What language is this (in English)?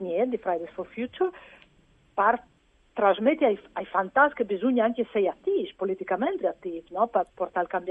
Friulian